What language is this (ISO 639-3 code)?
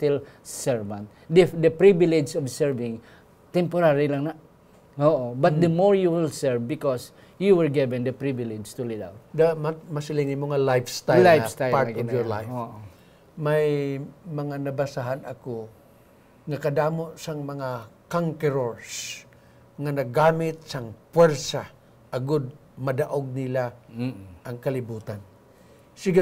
hil